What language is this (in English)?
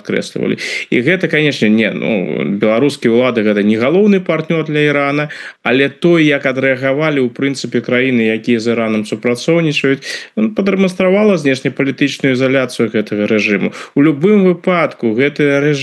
Belarusian